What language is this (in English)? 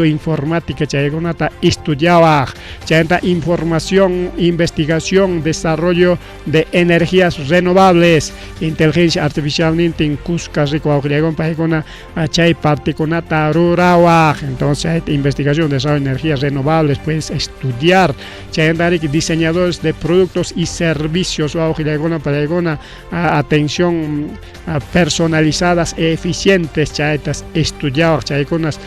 Ayacucho Quechua